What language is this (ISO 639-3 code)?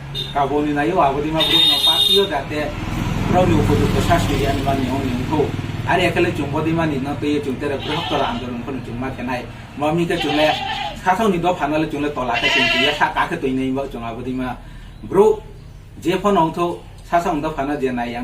ria